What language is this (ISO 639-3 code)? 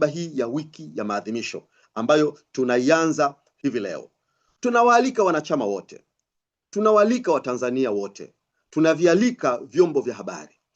swa